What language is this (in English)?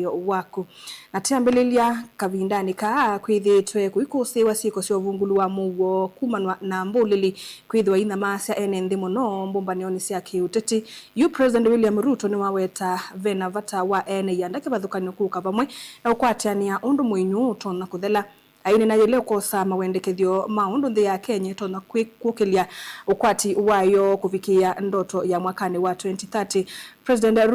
Kamba